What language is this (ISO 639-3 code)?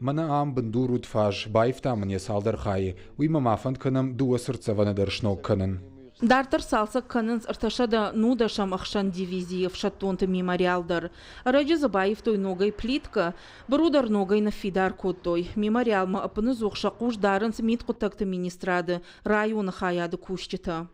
oss